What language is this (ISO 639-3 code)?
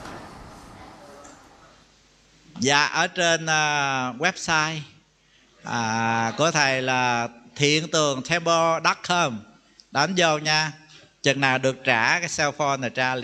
vie